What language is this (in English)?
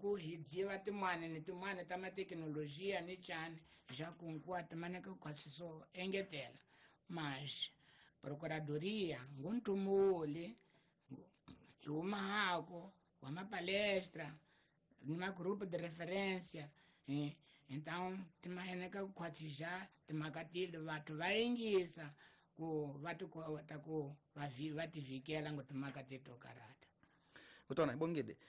Tsonga